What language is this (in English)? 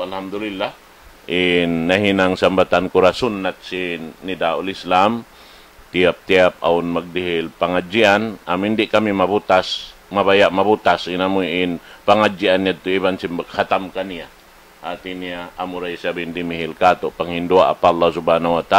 Tausug